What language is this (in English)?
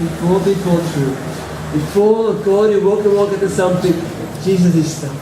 Tok Pisin